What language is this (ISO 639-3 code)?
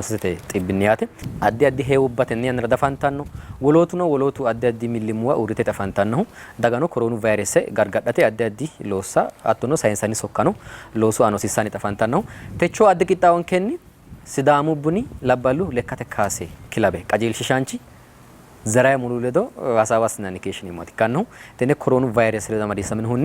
sid